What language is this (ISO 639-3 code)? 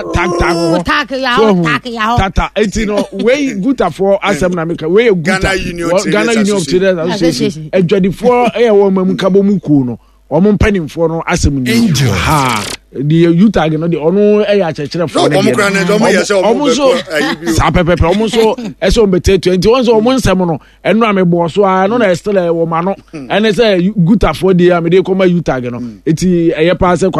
aka